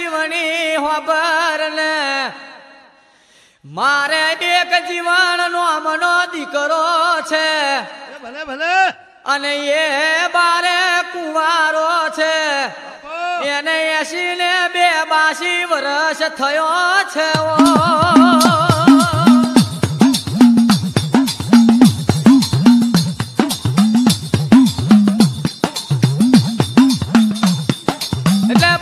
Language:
Gujarati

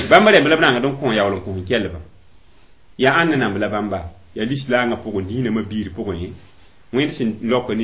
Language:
Mossi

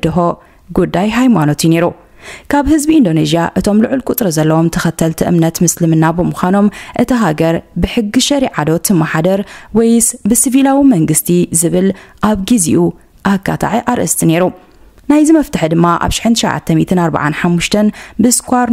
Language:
Tigrinya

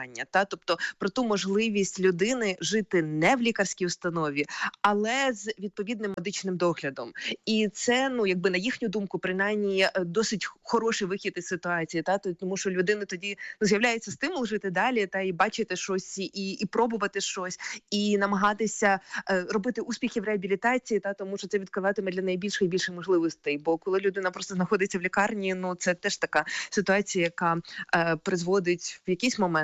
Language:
Ukrainian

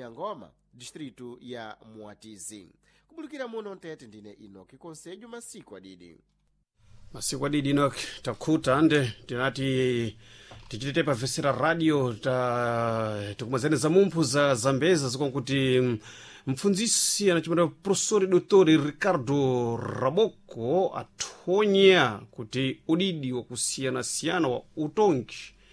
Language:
Sena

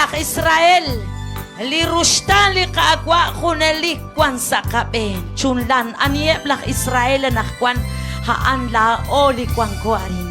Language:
Kekchí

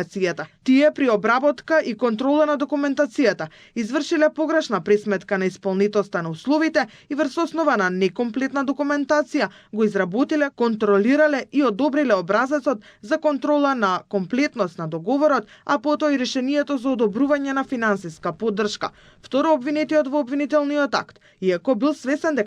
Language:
Macedonian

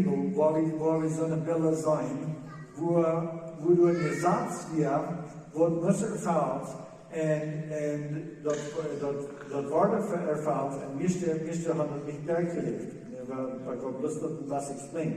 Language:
Plautdietsch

